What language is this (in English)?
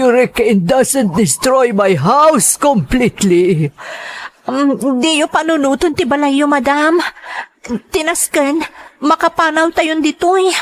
Iloko